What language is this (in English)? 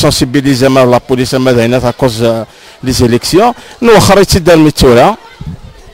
Kabyle